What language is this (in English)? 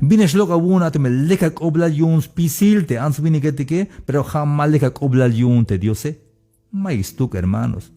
Tzeltal